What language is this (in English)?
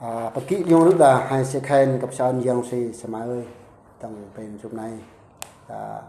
Eastern Bru